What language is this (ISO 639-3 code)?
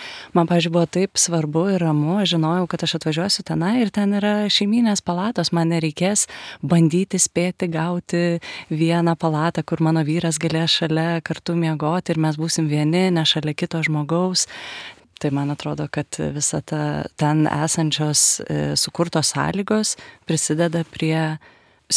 lit